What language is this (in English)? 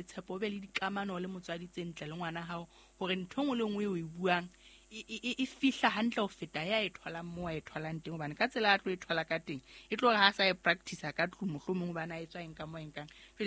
Southern Sotho